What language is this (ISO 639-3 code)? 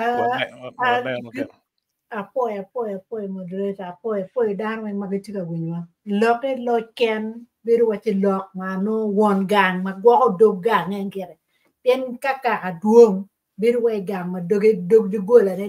ach